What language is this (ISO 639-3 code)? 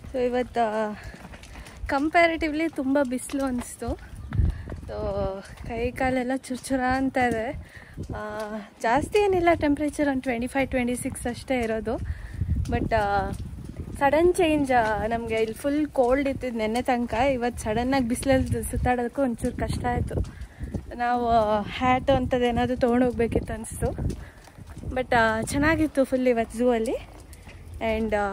kan